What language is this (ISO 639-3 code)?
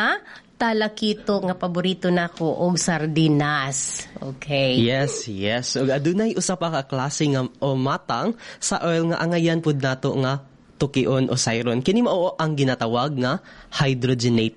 ceb